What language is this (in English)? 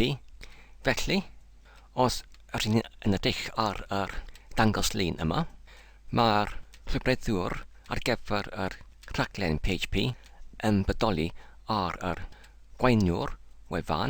Welsh